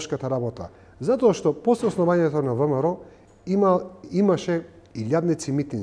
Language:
Macedonian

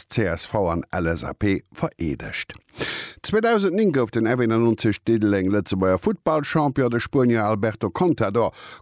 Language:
Luxembourgish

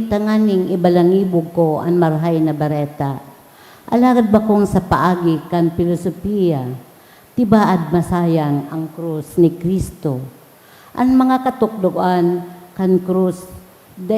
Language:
Bikol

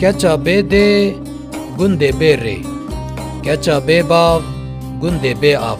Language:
Kurdish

